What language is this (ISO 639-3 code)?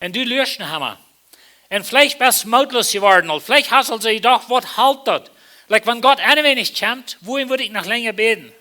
pdt